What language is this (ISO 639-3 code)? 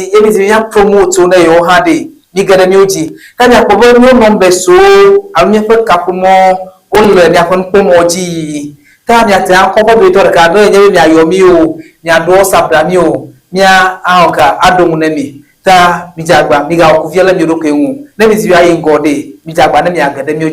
ewe